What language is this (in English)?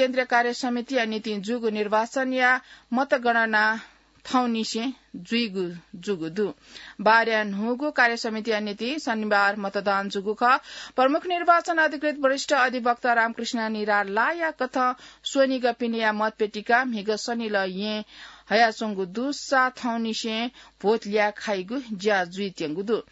Newari